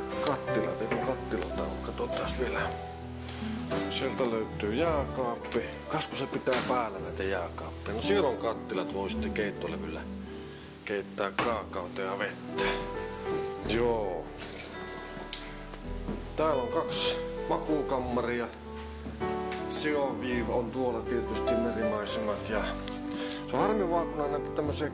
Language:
Finnish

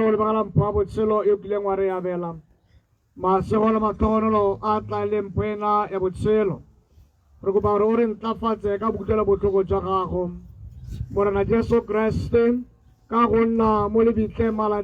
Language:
Tswana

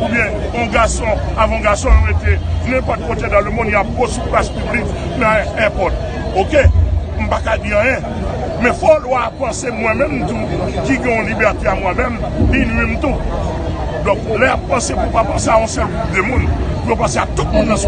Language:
Haitian Creole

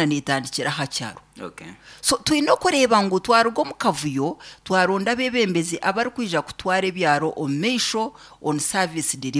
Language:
Nyankole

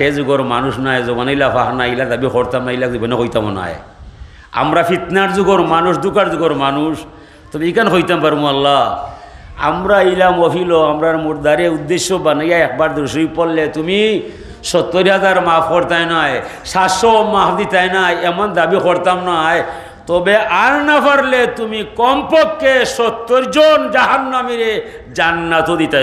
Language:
Sylheti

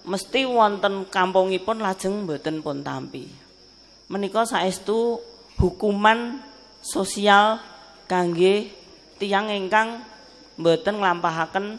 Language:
Javanese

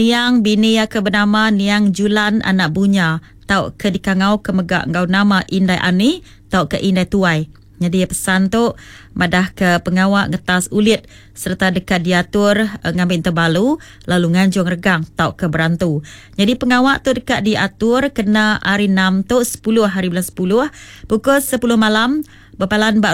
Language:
Iban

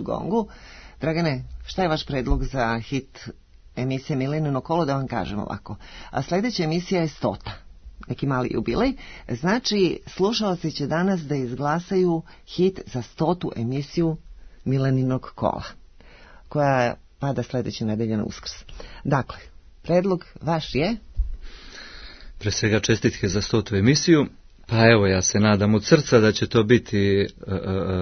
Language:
Serbian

